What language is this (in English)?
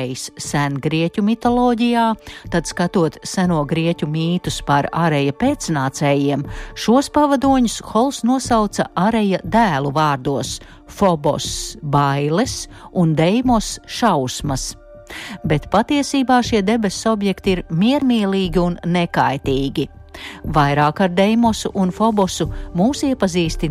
Latvian